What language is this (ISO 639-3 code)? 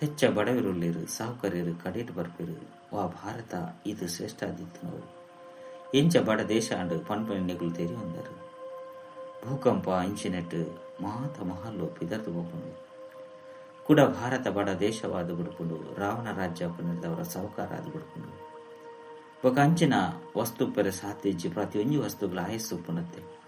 tcy